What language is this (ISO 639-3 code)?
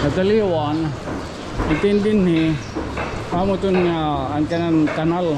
war